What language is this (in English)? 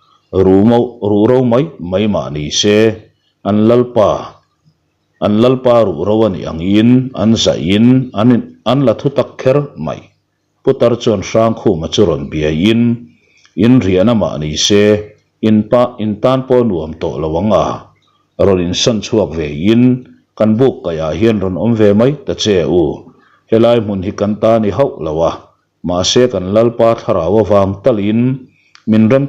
Mizo